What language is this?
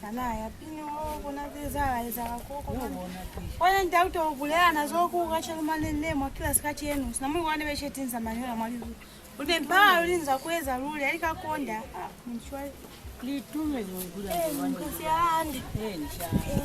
Lozi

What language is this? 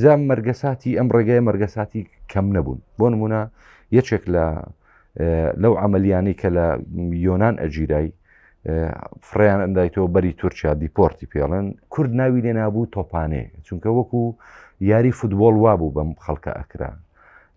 Central Kurdish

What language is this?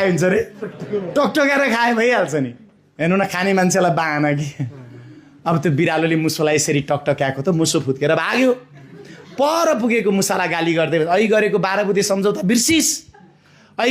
Nepali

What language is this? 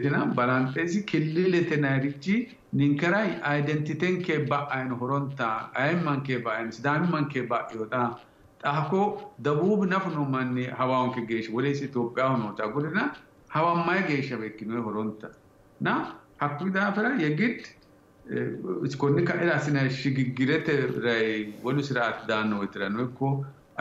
Sidamo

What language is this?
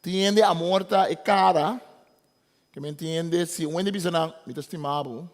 Papiamento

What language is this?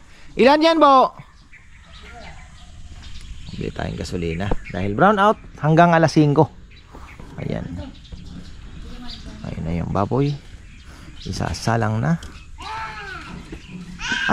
Filipino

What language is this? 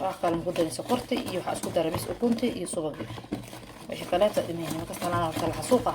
Somali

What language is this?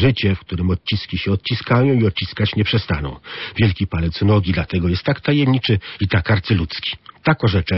Polish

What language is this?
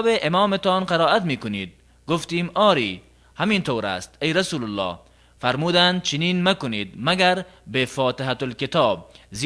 Tajik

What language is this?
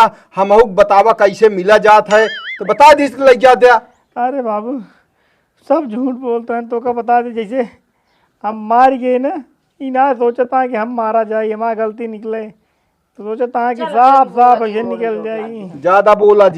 Awadhi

